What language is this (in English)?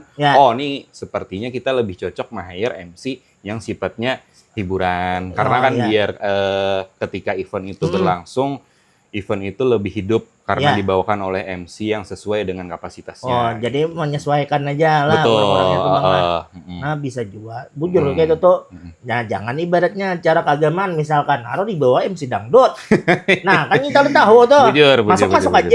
Banjar